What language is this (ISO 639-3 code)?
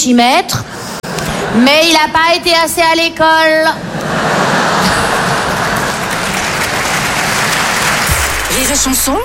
fra